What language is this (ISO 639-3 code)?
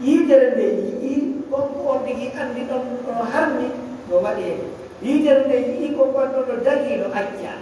ful